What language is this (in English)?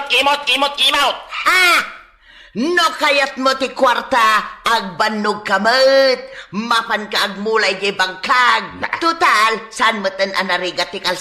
Iloko